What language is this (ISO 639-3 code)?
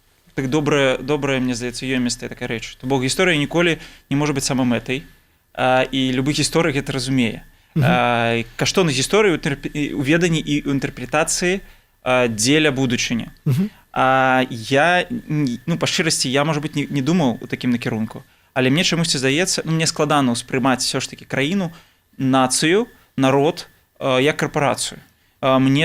bel